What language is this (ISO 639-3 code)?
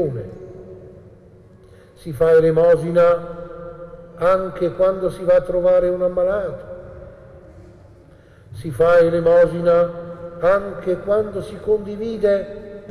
ita